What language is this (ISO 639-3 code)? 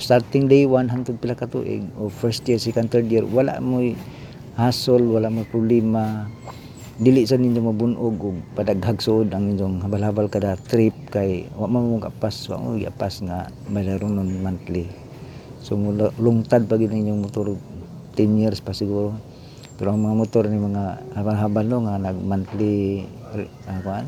ceb